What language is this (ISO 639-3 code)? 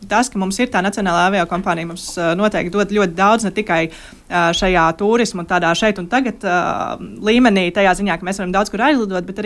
lav